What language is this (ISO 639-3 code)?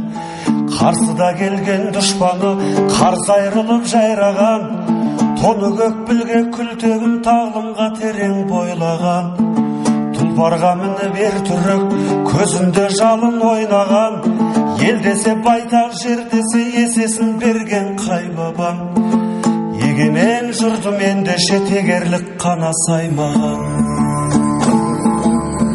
kaz